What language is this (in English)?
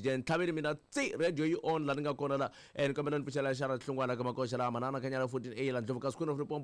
Tsonga